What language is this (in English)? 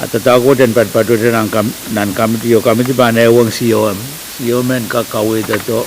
Pohnpeian